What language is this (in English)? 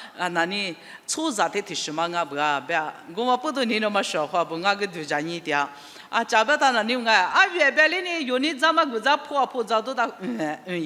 Lisu